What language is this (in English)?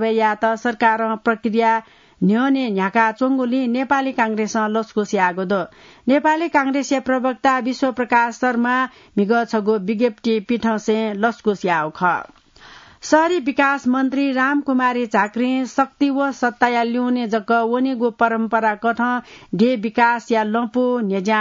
Newari